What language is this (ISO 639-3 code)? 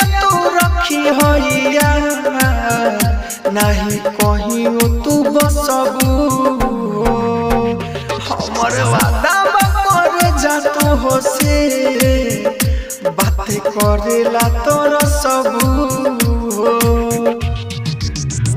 bho